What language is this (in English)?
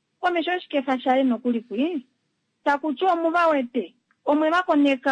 Kuanyama